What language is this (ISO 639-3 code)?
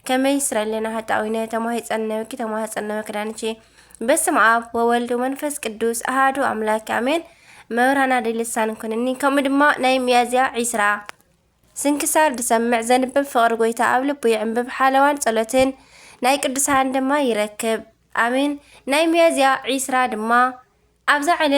tir